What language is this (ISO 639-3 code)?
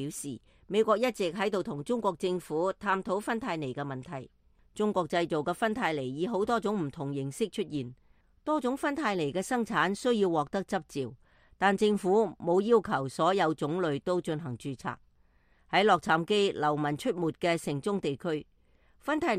yue